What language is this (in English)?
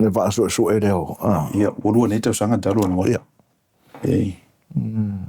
Samoan